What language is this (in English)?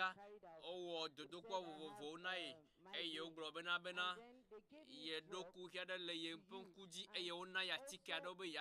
Ewe